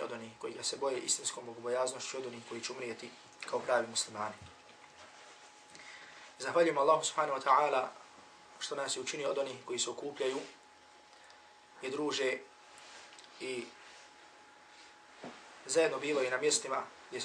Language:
Bosnian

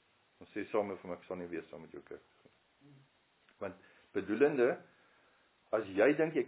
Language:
Afrikaans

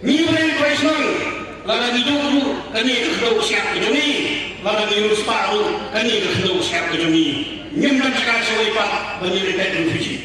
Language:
Khasi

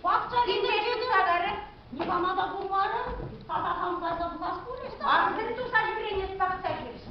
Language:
Chuvash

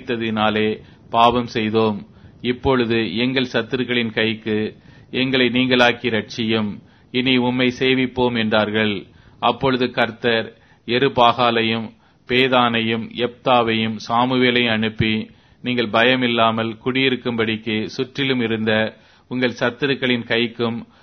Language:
Tamil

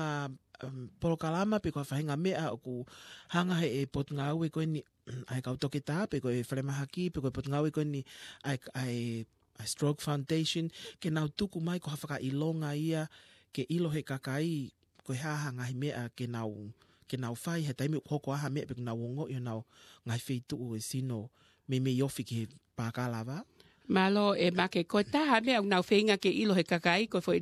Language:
Tongan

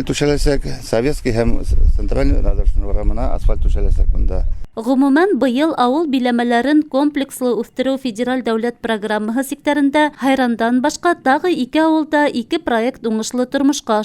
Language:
Bashkir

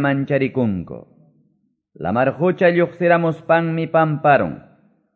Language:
Quechua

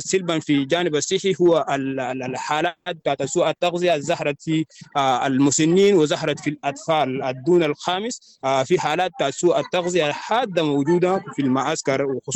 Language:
Sudanese Arabic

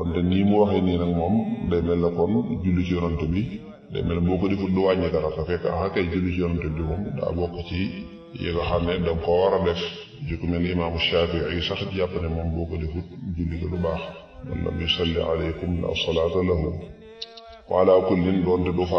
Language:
Wolof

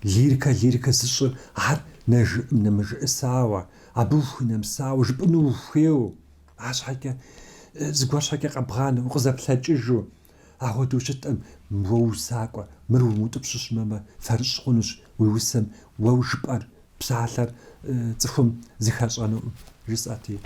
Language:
Kabardian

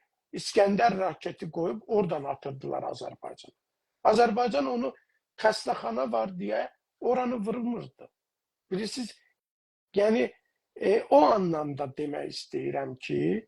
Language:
South Azerbaijani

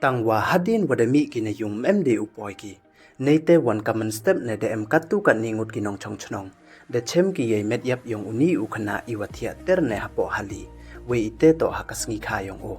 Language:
Pnar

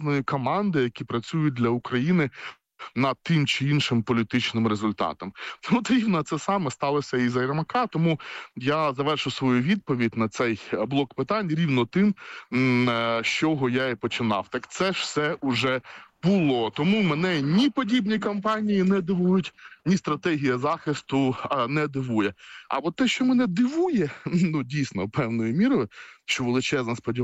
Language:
Ukrainian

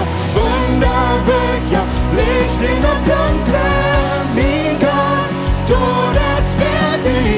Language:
Plautdietsch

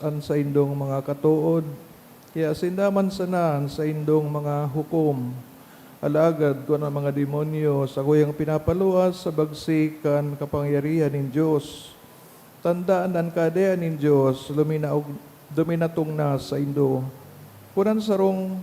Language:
Bikol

